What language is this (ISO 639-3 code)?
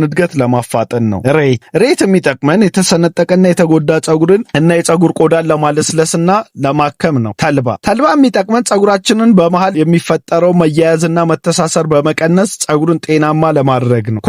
amh